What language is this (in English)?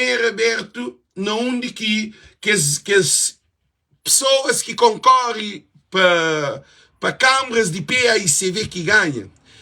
Kabuverdianu